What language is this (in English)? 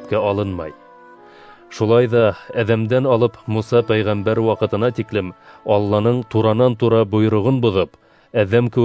Bashkir